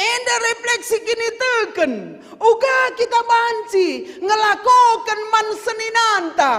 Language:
Batak Karo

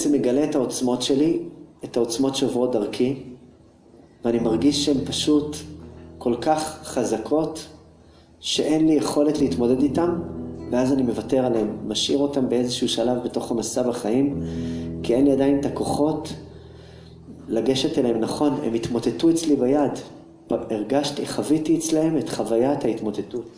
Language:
Hebrew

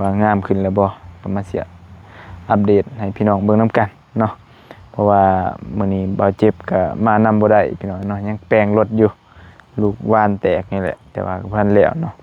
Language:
Lao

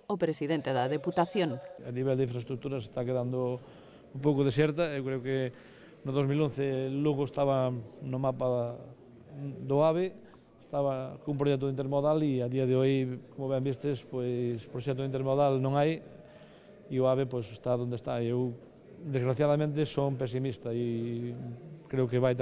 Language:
Galician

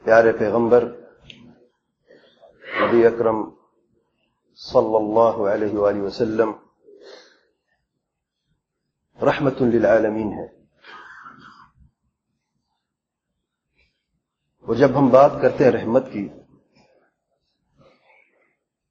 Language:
Urdu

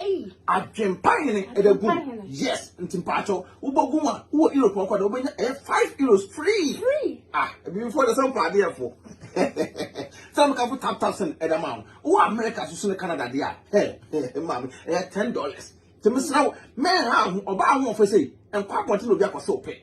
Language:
Akan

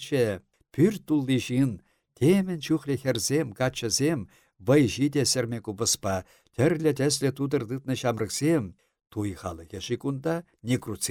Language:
Chuvash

